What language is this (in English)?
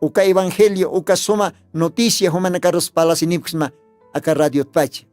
Aymara